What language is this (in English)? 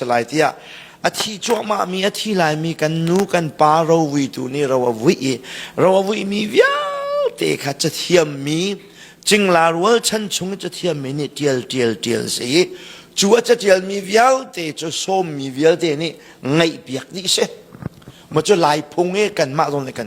Hakha Chin